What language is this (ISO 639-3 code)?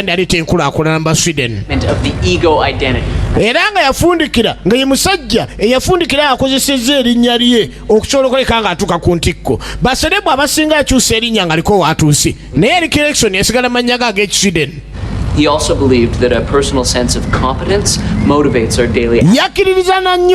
lug